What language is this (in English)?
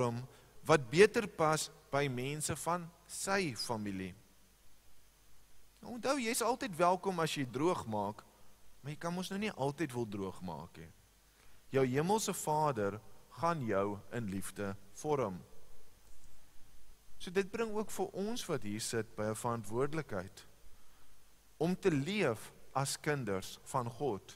Afrikaans